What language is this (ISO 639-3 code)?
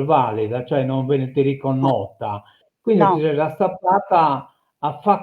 srd